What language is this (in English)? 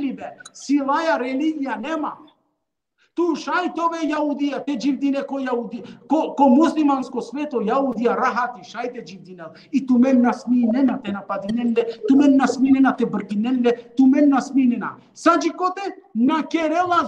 Balkan Romani